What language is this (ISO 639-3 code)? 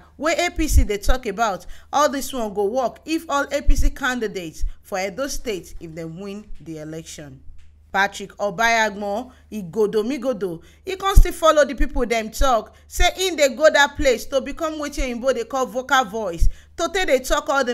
pcm